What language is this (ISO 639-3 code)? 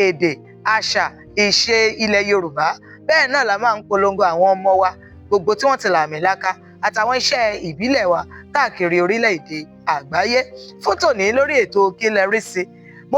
yor